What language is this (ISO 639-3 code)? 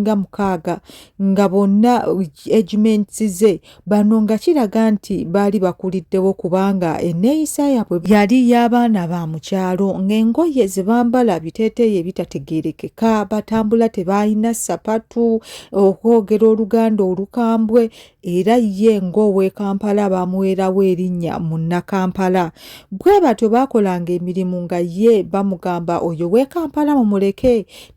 lug